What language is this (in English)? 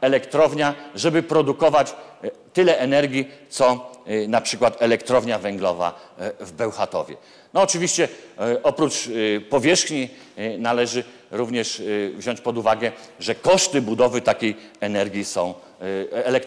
Polish